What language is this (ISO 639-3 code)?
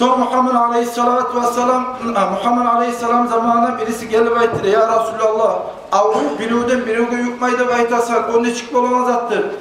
kum